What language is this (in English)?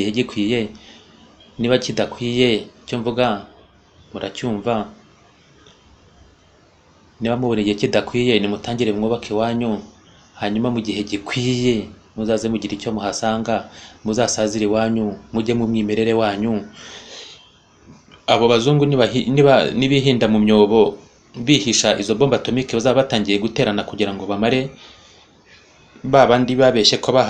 Kinyarwanda